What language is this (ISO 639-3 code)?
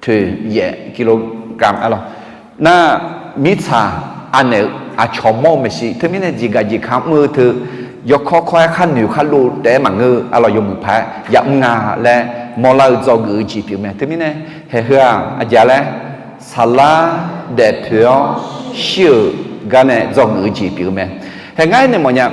ahk